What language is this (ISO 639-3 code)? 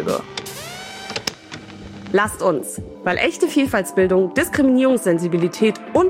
deu